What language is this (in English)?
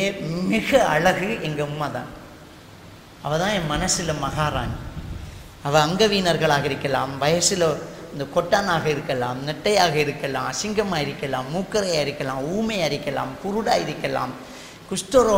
Tamil